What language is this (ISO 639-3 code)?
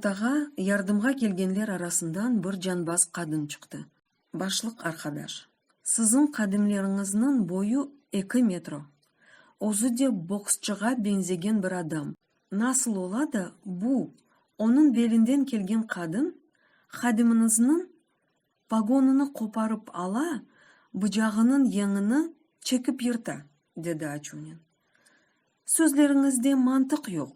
crh